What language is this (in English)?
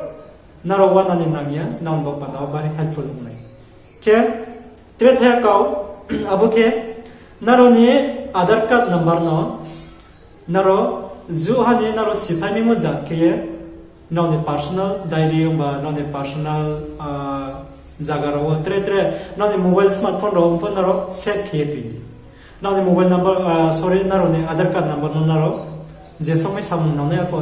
Riang (India)